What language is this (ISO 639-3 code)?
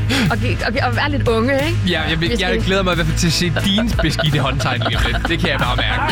dan